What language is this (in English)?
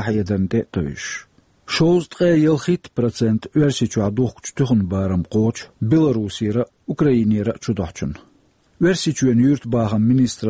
Chechen